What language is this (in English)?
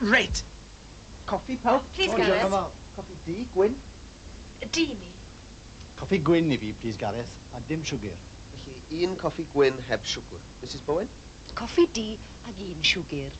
Welsh